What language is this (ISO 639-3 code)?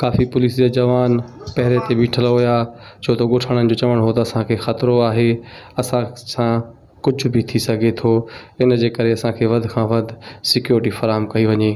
snd